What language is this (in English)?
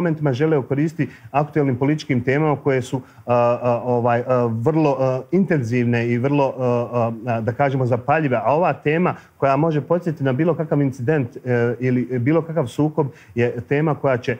Bosnian